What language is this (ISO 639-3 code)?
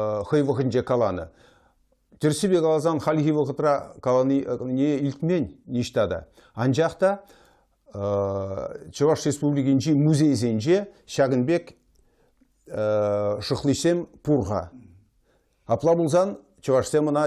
chv